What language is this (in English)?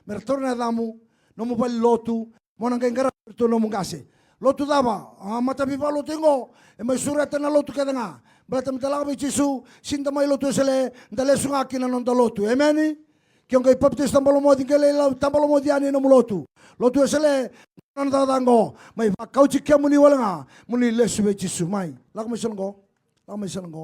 Fijian